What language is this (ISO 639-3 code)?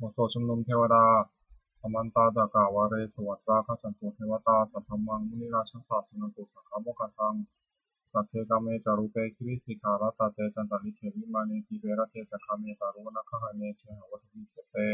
pli